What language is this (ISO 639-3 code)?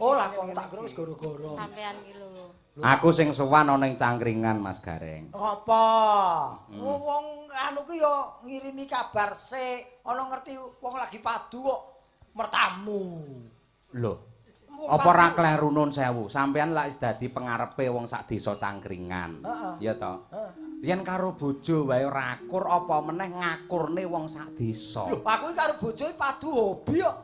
jav